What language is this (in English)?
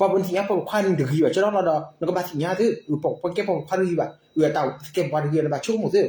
S'gaw Karen